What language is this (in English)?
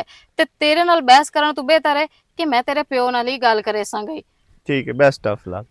Western Panjabi